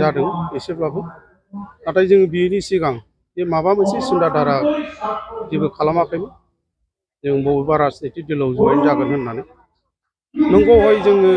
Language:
Bodo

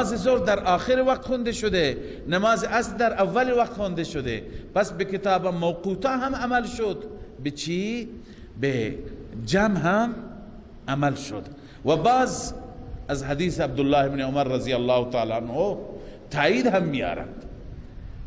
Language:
Persian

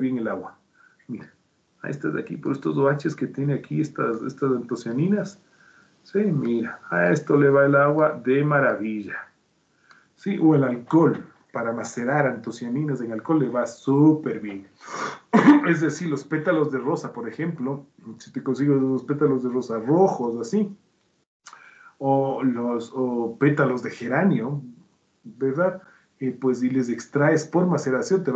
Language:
Spanish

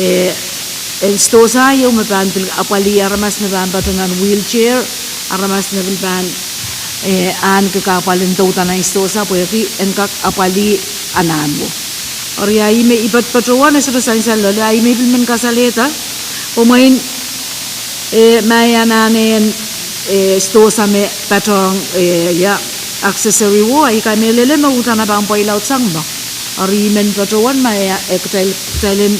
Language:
Pohnpeian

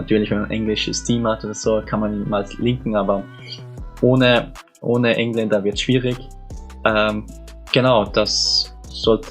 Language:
German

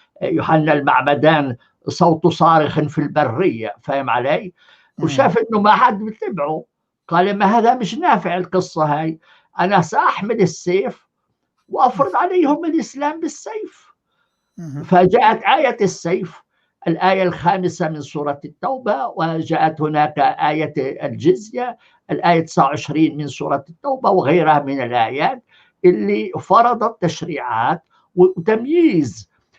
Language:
North Levantine Arabic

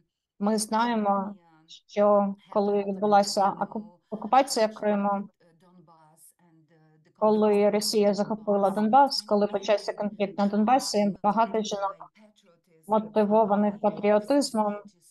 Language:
Ukrainian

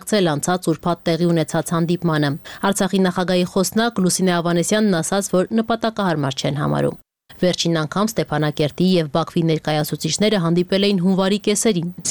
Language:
Armenian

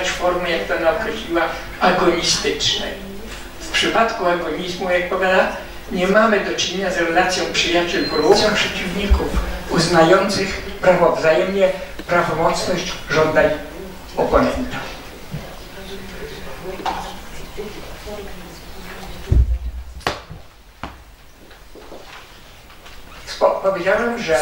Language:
Polish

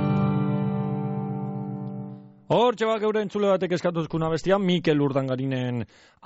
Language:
Basque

